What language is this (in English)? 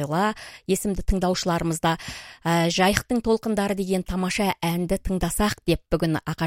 Kazakh